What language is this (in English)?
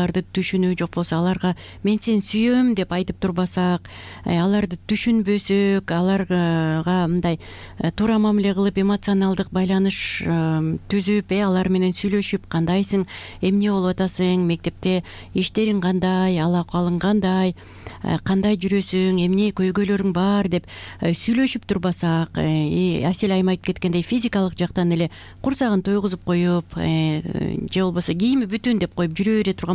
Kyrgyz